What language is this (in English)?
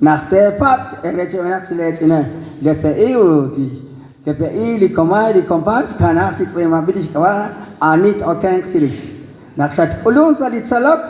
Kekchí